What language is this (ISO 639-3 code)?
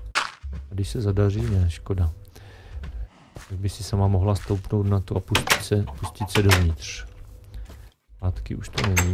ces